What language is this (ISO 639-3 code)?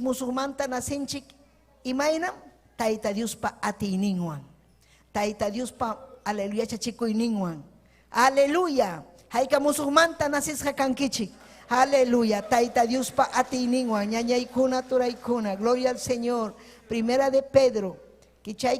quy